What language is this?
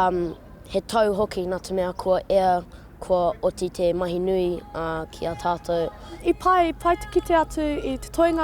Māori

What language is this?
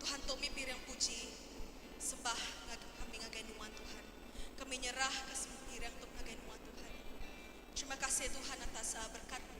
Iban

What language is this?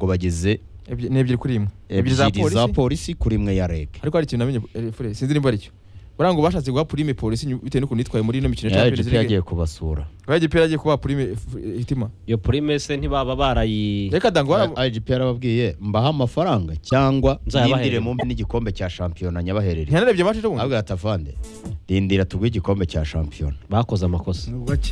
Kinyarwanda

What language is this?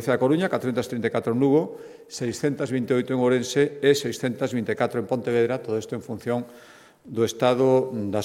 Galician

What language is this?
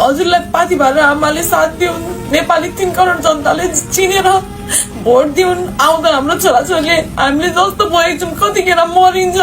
Nepali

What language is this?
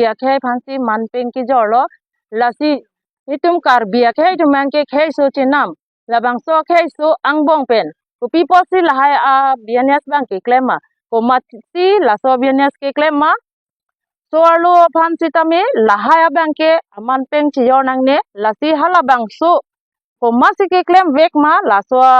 Karbi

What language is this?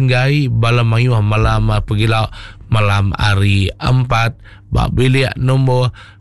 Iban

